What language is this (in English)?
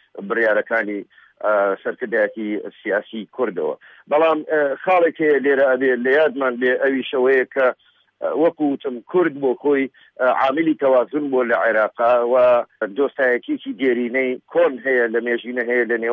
Central Kurdish